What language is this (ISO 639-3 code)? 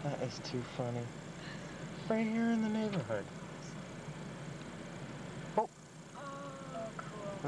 eng